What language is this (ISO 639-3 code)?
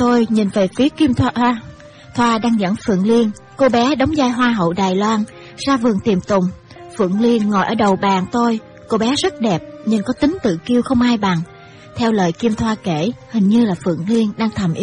vie